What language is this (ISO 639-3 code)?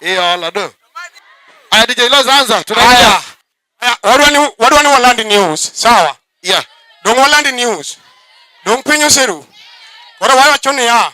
luo